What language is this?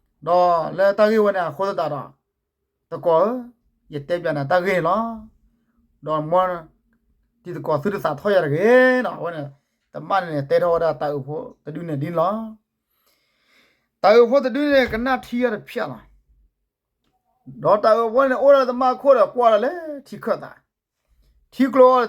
S'gaw Karen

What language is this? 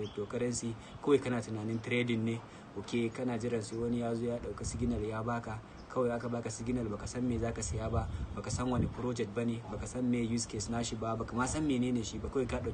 Hausa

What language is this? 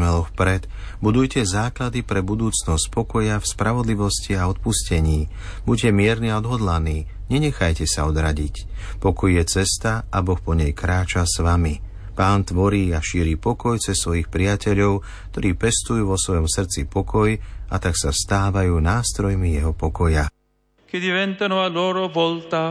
Slovak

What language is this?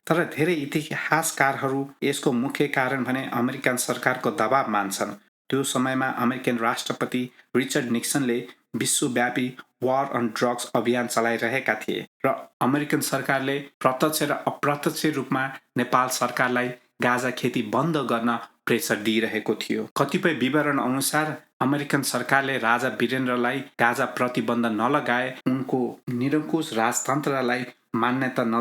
Nepali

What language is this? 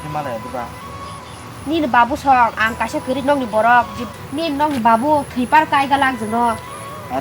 Kok Borok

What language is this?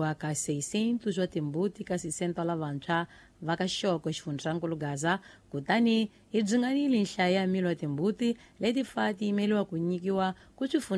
Tsonga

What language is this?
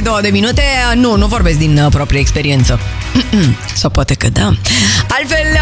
Romanian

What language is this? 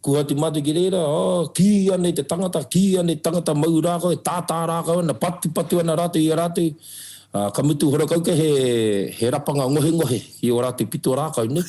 Māori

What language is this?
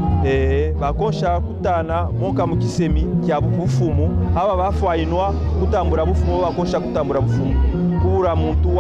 Kaonde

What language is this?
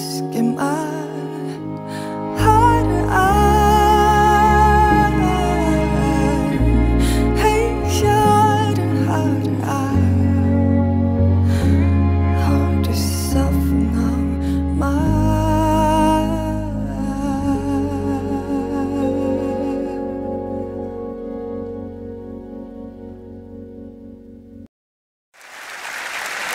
Norwegian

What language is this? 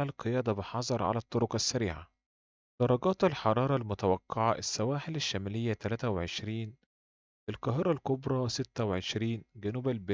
Egyptian Arabic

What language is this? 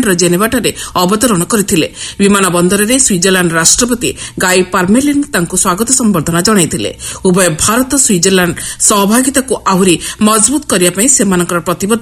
Odia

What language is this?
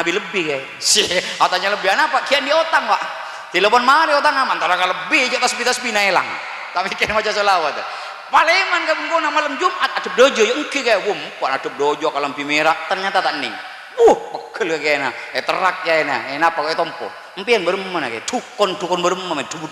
Madurese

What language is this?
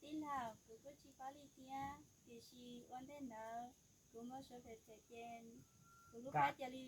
Hmong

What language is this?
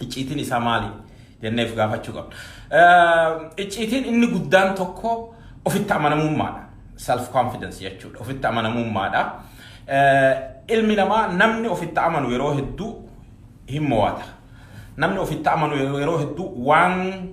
Oromo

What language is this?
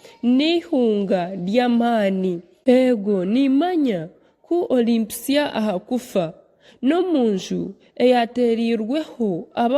Nyankole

